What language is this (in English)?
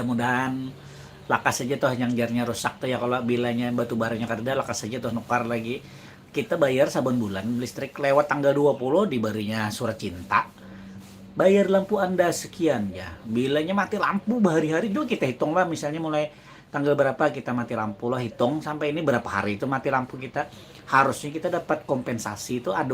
Banjar